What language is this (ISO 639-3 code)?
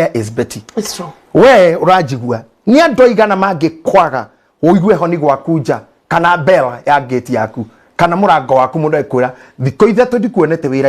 kik